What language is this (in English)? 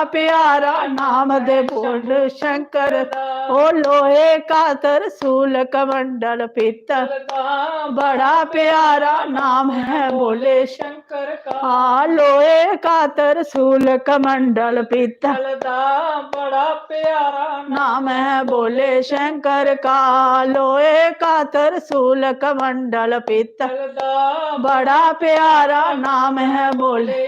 Dogri